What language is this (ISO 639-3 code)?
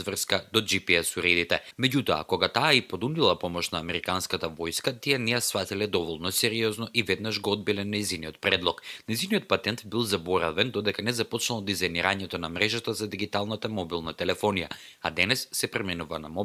mkd